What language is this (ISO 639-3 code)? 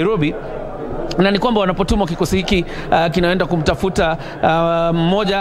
swa